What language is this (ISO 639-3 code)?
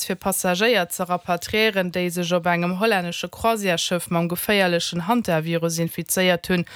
ltz